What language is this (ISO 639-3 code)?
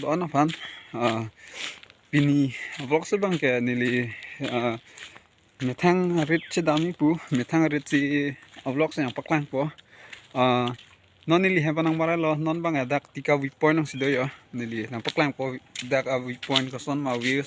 mjw